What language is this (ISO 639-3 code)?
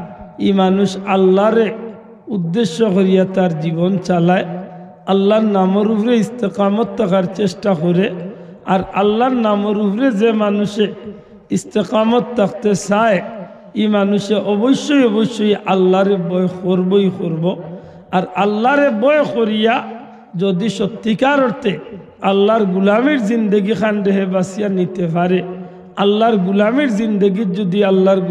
syl